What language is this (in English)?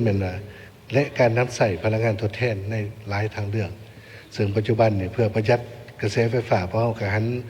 Lao